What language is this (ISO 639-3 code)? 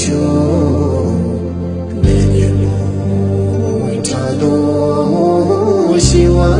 bod